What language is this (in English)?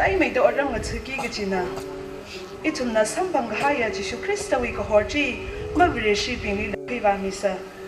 Tangkhul Naga (India)